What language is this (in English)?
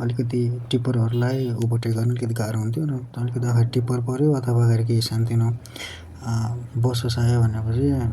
Nepali